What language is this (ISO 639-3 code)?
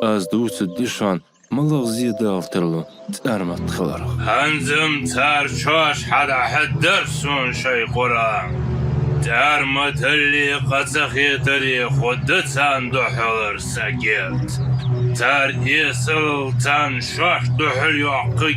inh